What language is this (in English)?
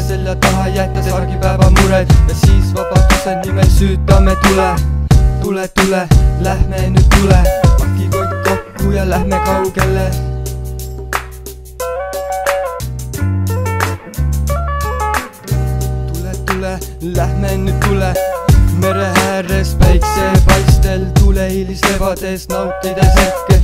Estonian